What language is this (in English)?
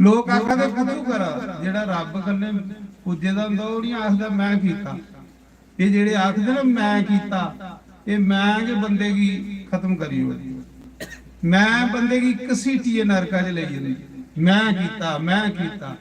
Dogri